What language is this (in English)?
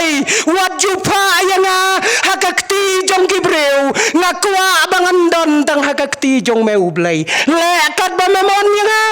Khasi